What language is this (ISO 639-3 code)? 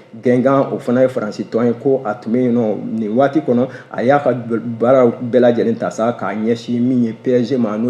bam